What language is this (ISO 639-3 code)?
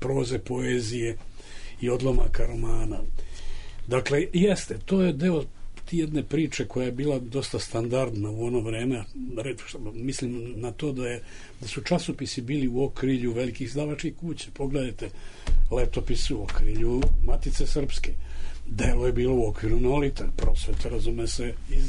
srp